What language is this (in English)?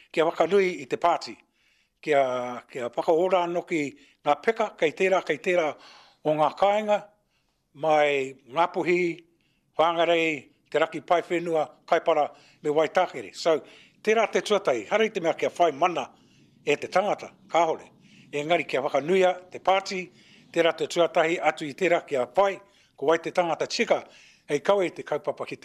Māori